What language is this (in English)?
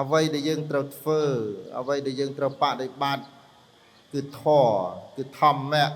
Khmer